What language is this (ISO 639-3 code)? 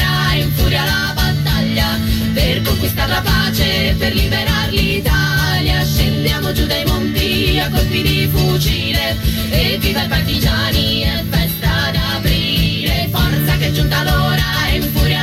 ita